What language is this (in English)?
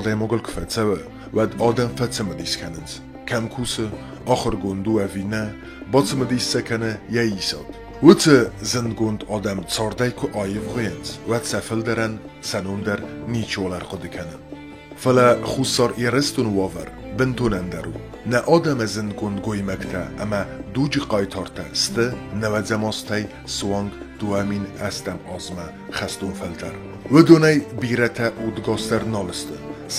Ossetic